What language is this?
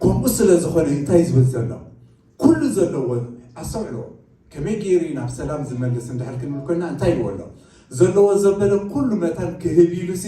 Tigrinya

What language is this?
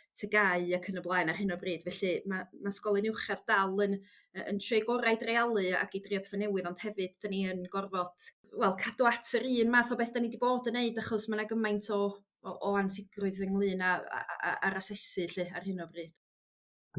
Welsh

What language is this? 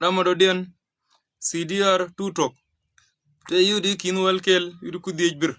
Nuer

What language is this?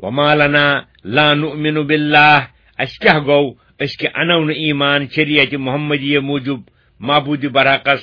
Kashmiri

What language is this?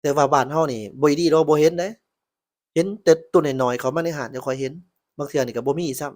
Lao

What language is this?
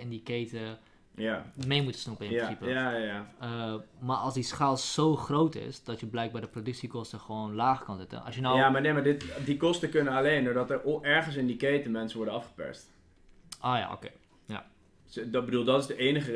Dutch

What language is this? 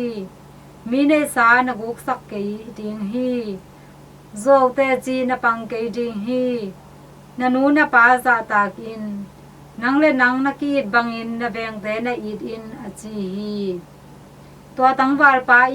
Tedim Chin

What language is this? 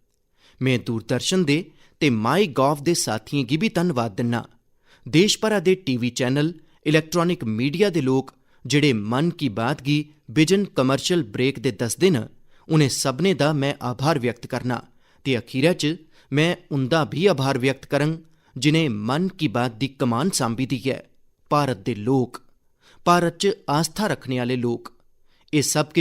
Dogri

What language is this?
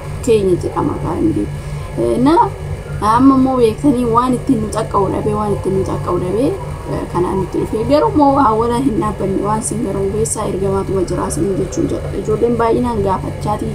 Oromo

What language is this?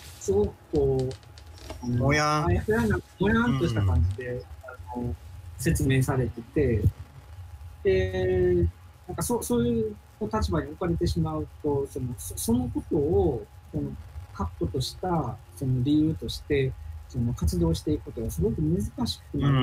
Japanese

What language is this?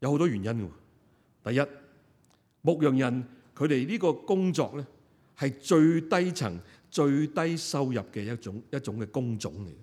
Cantonese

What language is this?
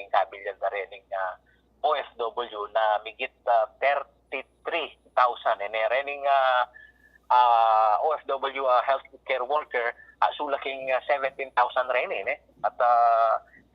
Pampanga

